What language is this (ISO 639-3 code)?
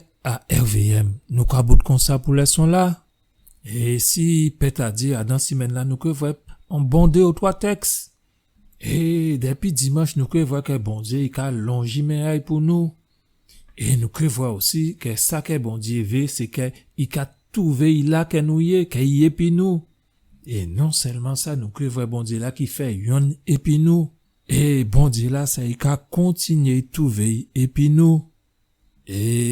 gcf